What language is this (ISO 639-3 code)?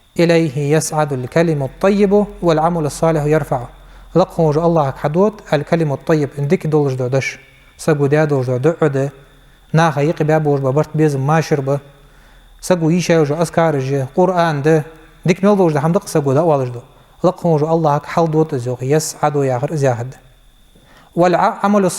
inh